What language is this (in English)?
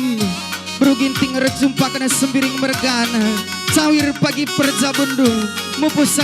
Batak Karo